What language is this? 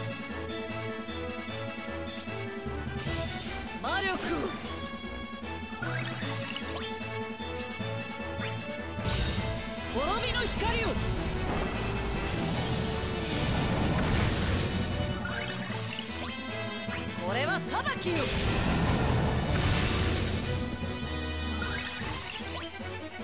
Japanese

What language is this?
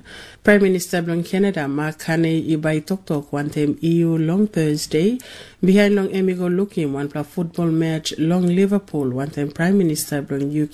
Tok Pisin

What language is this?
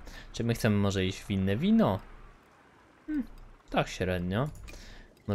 Polish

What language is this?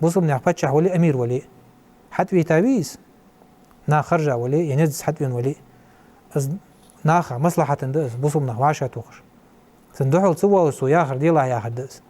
Ingush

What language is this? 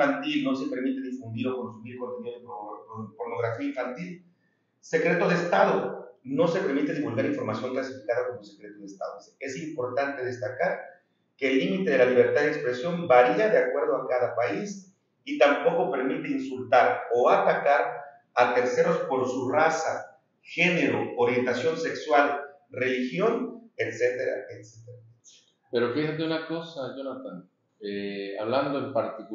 Spanish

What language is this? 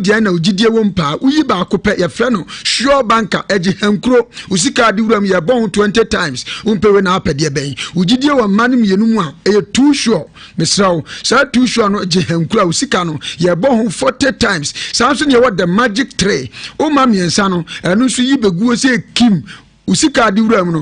Akan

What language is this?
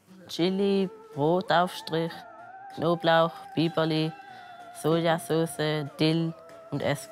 Swiss German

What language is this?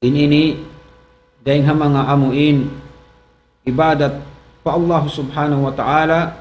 Tausug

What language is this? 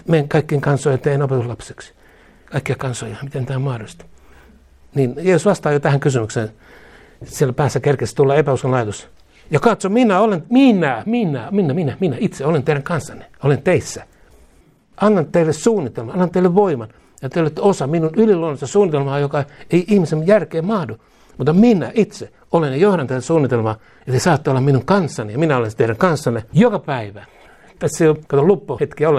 Finnish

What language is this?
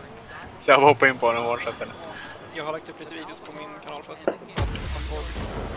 Swedish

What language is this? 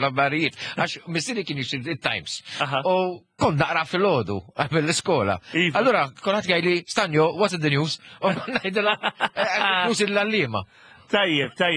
Maltese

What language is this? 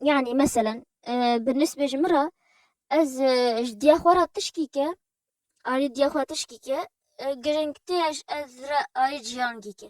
Kurdish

